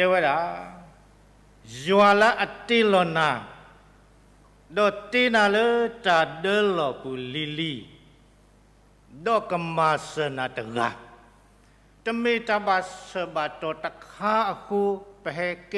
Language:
S'gaw Karen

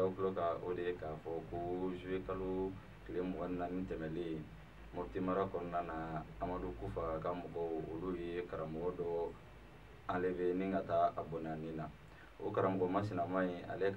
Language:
Bambara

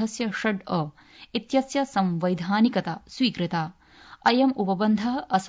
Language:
Sanskrit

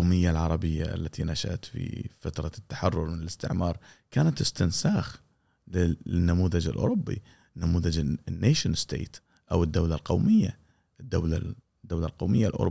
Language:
Gulf Arabic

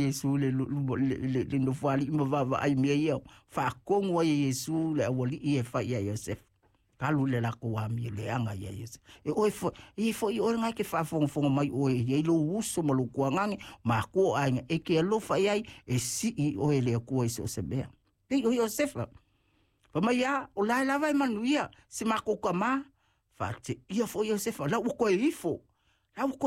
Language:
Samoan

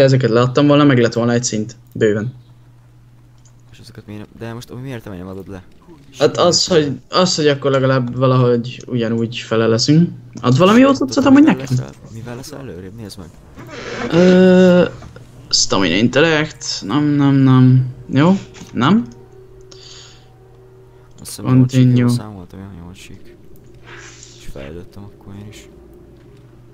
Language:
Hungarian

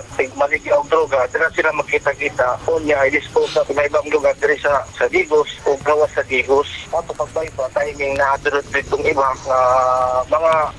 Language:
Cebuano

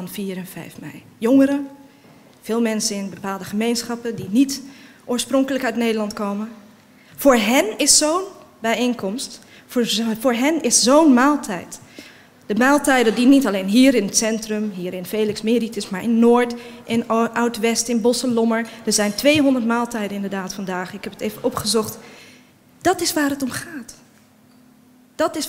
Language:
Dutch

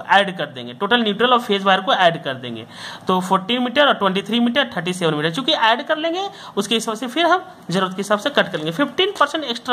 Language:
Hindi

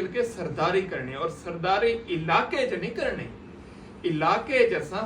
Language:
Saraiki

